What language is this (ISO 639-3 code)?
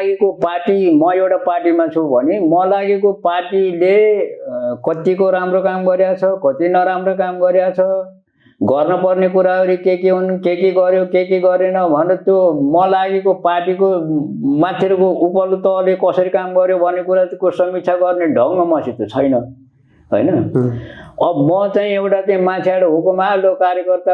nep